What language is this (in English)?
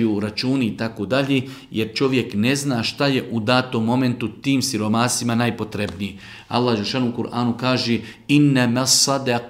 Bosnian